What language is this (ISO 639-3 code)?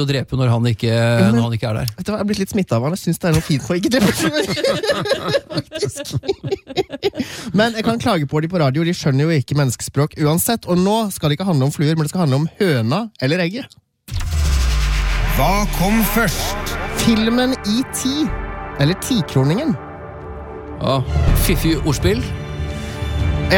nor